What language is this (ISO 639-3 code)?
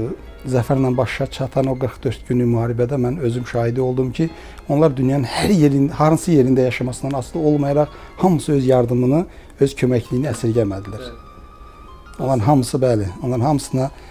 aze